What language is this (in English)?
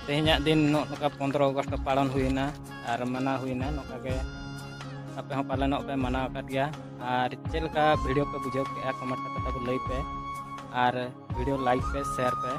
Santali